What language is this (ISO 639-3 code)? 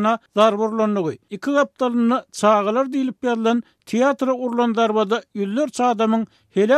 tuk